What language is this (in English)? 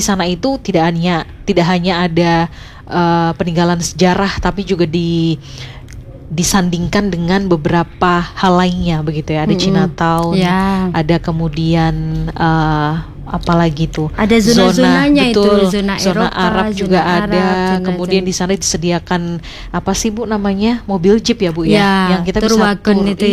Indonesian